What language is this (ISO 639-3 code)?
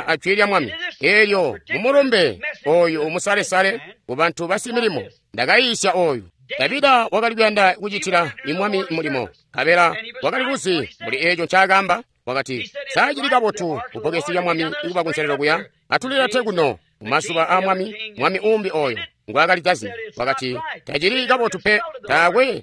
toi